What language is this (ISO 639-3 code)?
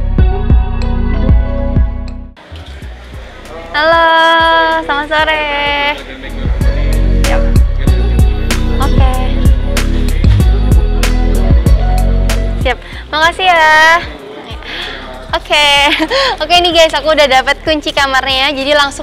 ind